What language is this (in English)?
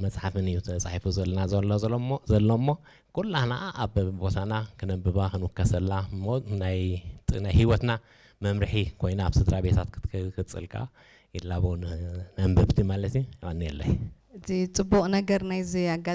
Tigrinya